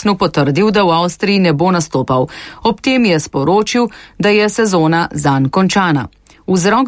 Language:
Slovenian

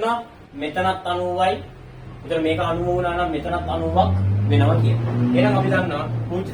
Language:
Sinhala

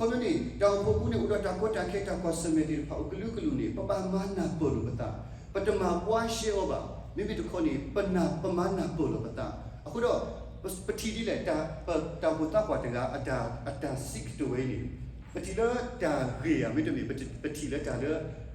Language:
S'gaw Karen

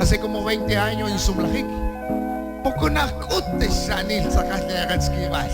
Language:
Kekchí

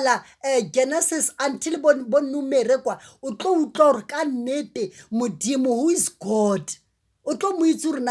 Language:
Southern Sotho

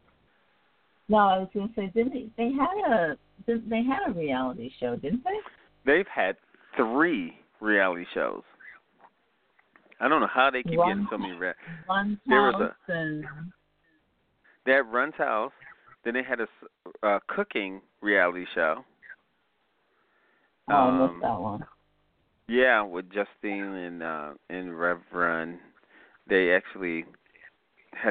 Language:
English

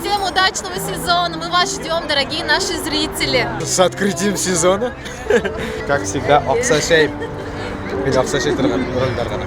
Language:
Bashkir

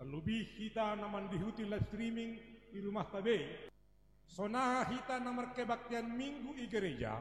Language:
Batak Simalungun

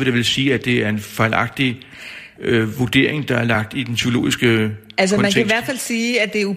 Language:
Danish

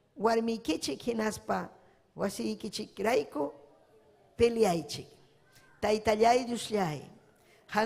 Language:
Ayacucho Quechua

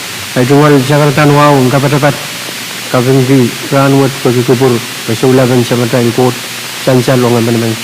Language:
Pohnpeian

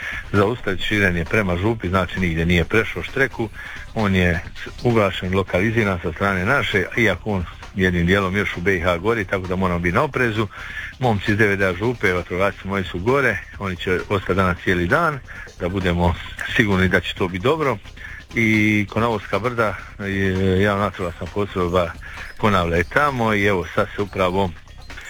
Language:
Croatian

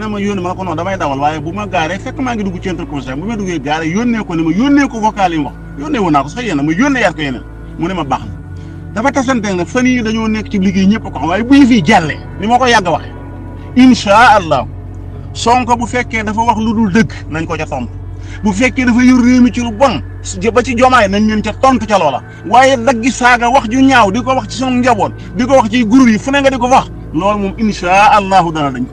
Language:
Wolof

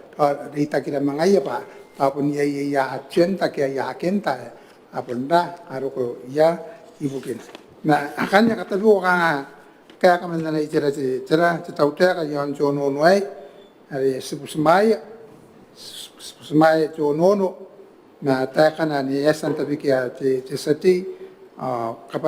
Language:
Gilbertese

